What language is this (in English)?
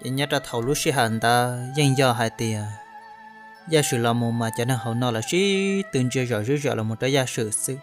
Hmong